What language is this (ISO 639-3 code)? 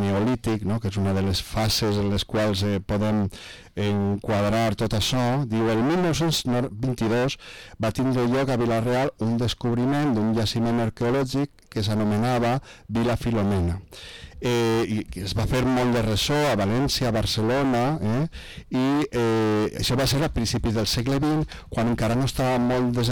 cat